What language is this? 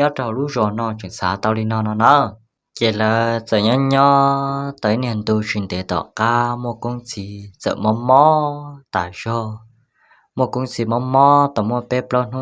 Hmong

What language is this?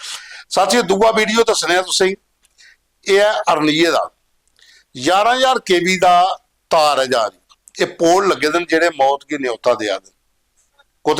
Dogri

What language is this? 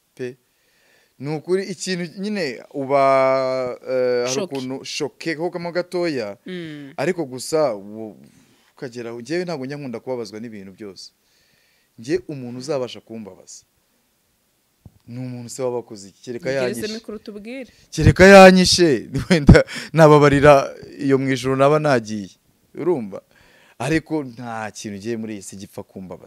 Kinyarwanda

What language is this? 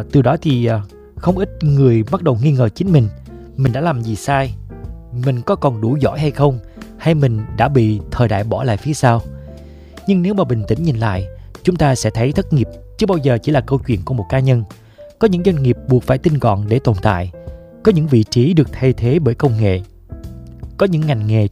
Vietnamese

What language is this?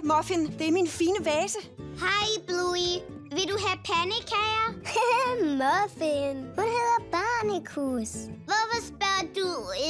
Danish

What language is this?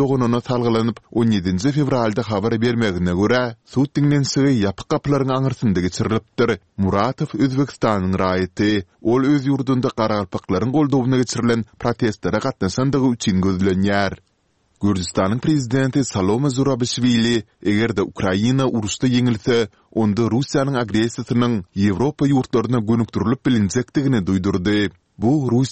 Turkmen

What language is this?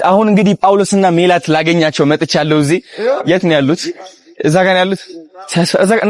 Amharic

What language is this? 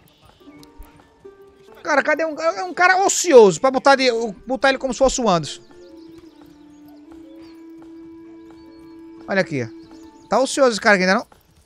Portuguese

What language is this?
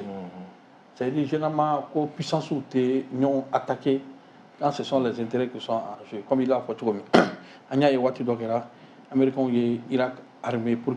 Bambara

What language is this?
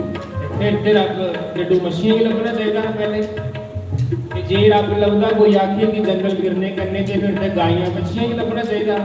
Dogri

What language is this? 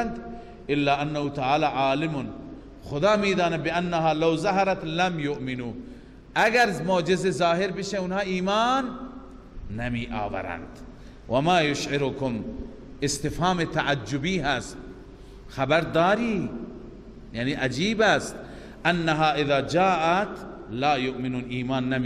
Persian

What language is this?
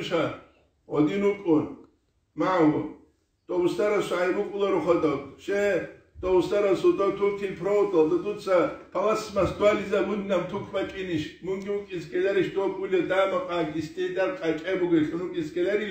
Avaric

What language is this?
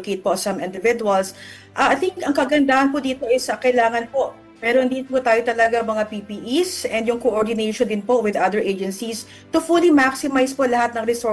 Filipino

